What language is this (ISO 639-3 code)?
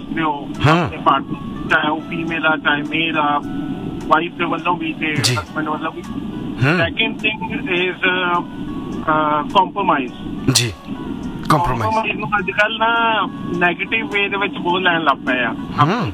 pan